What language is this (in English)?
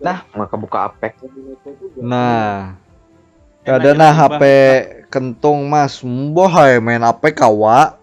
Banjar